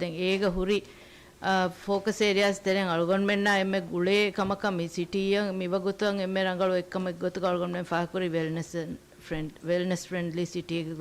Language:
Divehi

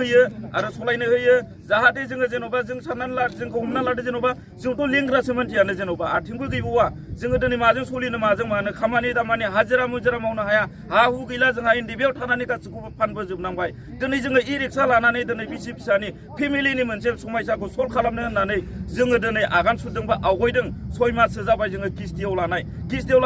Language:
Bodo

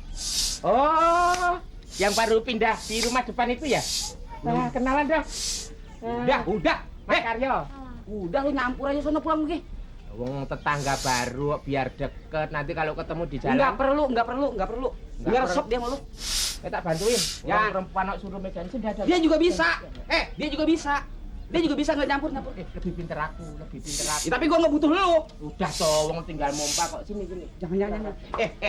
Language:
Betawi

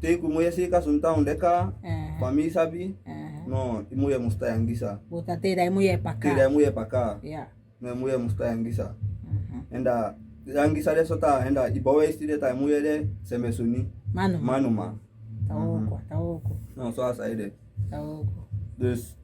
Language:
Saramaccan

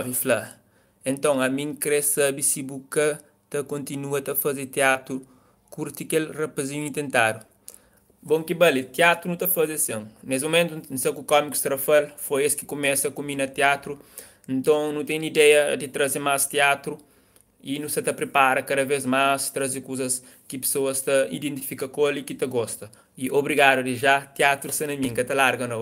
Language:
Kabuverdianu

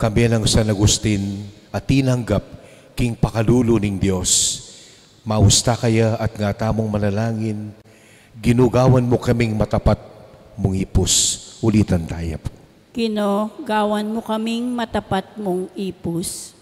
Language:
Pampanga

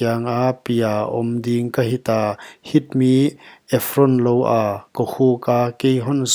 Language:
Paite Chin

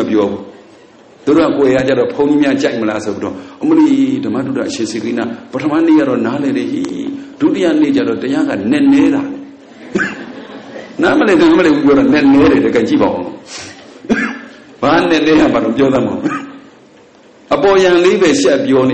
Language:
Burmese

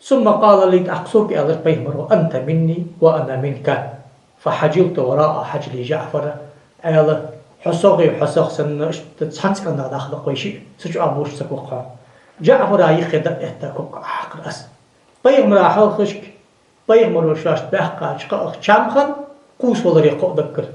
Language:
Ingush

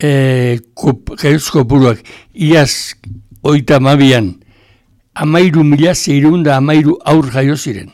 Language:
Basque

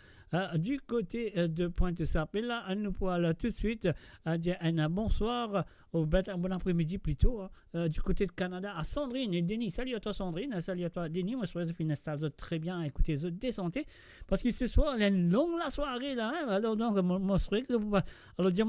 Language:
Morisyen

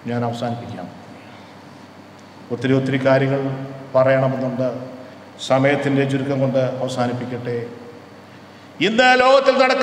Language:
Malayalam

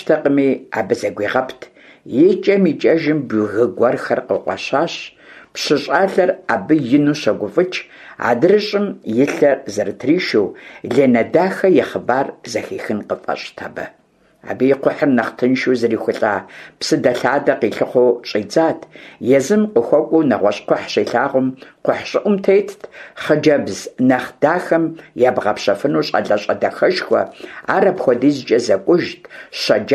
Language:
Kabardian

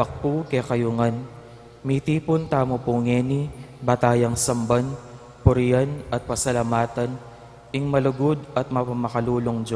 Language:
Pampanga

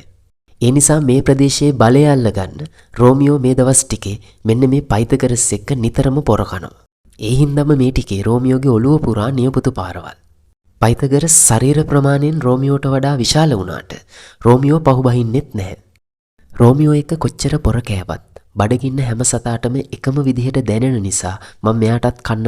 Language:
Sinhala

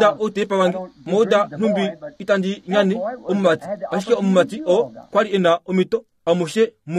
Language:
Kuanyama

